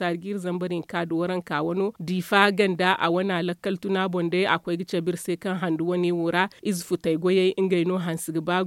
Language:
Zarma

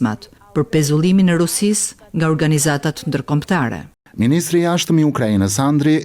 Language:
Albanian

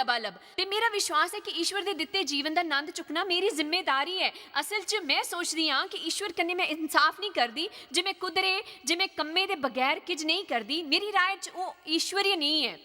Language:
Dogri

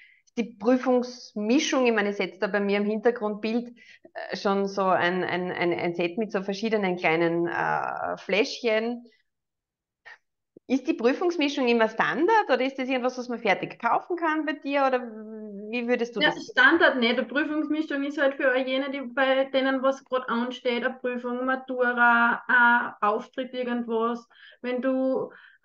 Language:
German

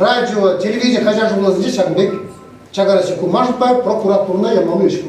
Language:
Chuvash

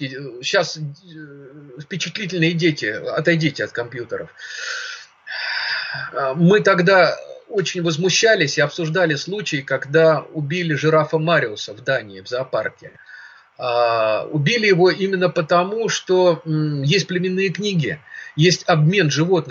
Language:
Russian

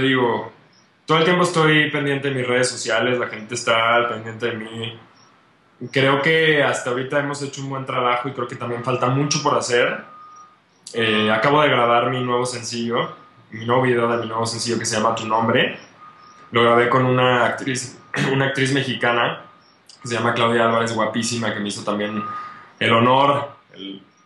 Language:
Spanish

